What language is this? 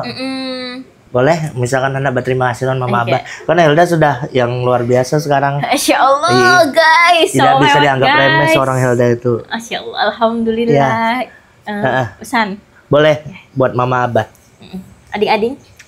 Banjar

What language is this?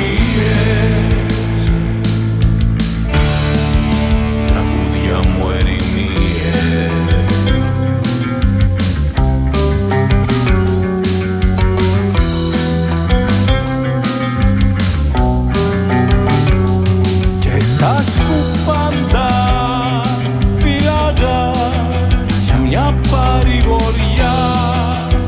Greek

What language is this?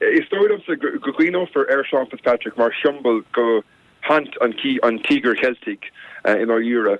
Irish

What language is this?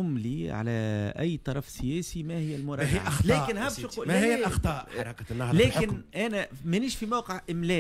Tunisian Arabic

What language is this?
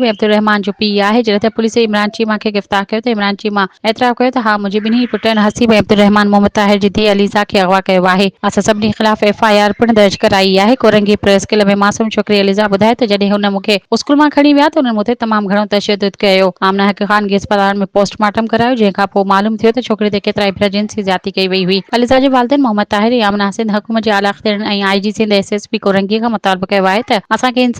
Sindhi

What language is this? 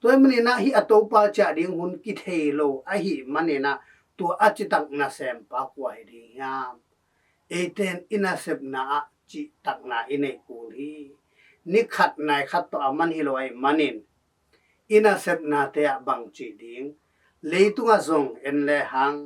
Tedim Chin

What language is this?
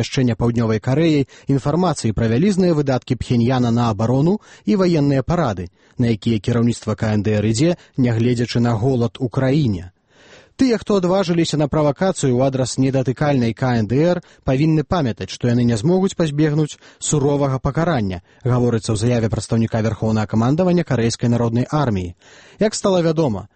Belarusian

